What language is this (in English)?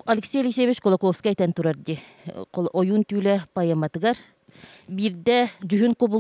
Yakut